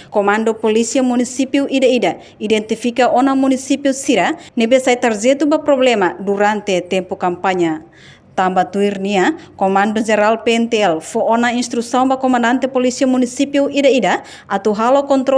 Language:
Tetum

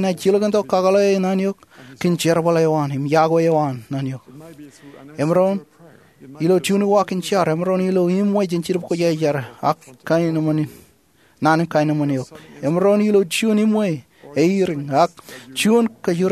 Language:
Marshallese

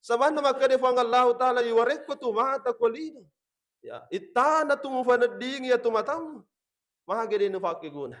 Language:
Buginese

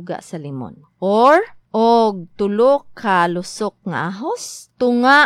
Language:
Cebuano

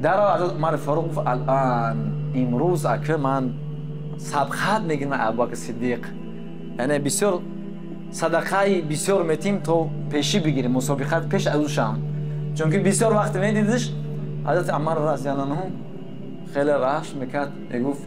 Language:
Tajik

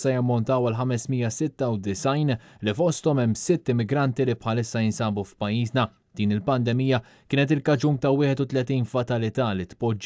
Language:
Maltese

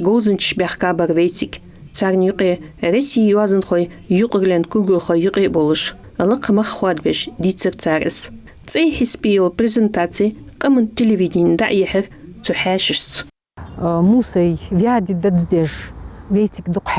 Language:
Ingush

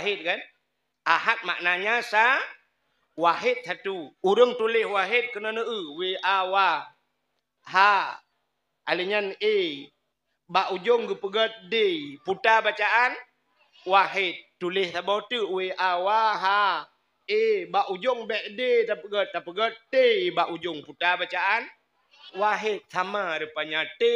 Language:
Achinese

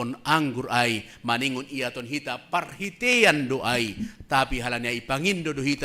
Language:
Batak Simalungun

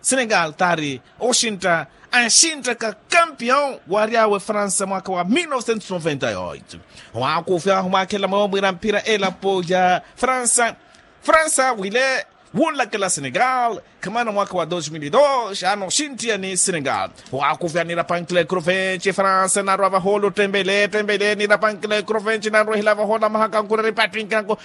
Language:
Makhuwa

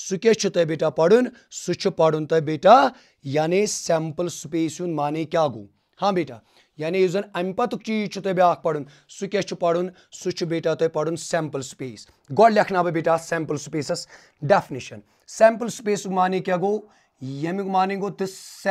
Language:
Kashmiri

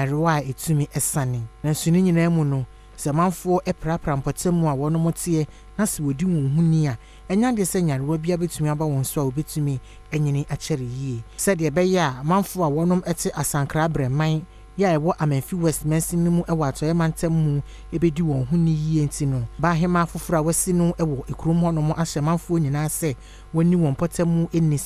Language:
Akan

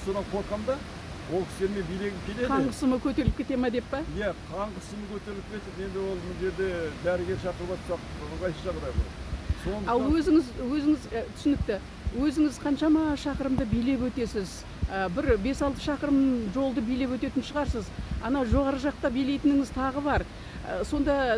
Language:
Kazakh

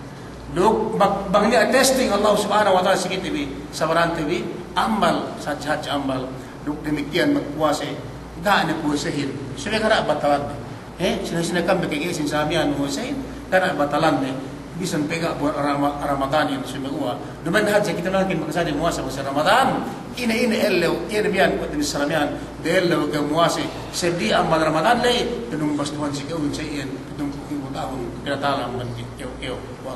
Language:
Yakan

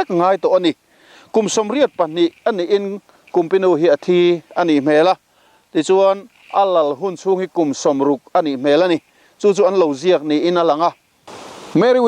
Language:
Mizo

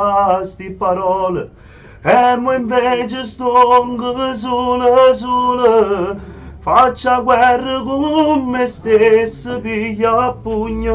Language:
Neapolitan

